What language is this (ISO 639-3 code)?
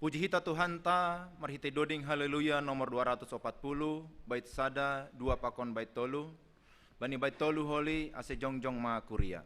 bts